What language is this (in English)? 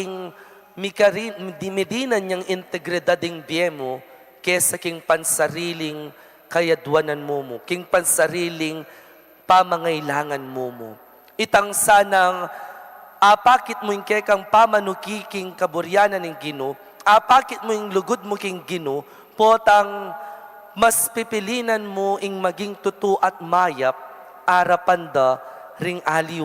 Pampanga